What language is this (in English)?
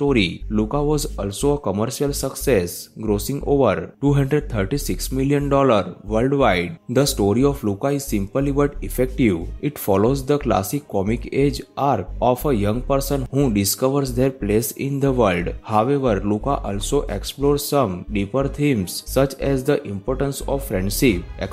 English